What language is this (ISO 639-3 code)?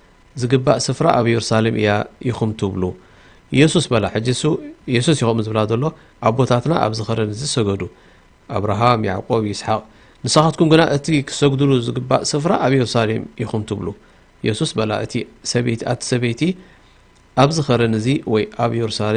tir